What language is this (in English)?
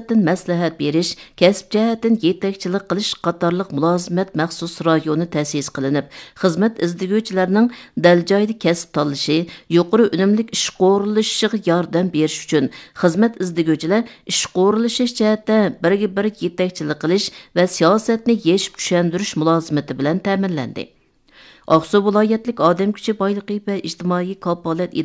Uyghur